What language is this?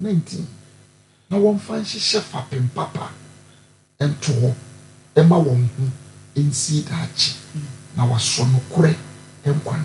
Akan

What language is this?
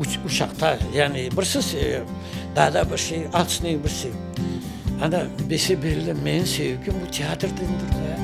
Crimean Tatar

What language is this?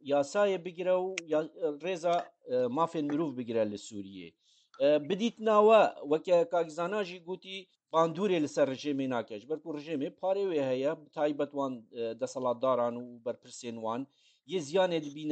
Kurdish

